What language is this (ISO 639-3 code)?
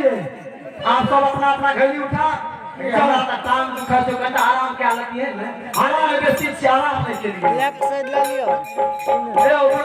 mai